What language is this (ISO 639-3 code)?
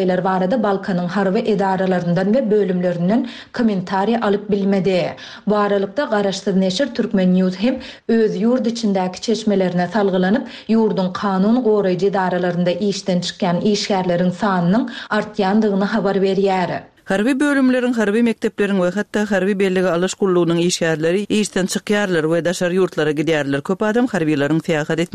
tuk